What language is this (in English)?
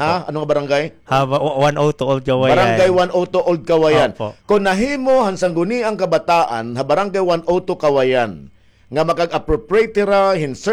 Waray